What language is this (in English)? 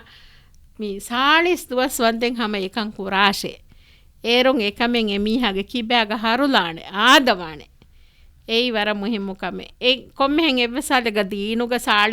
Divehi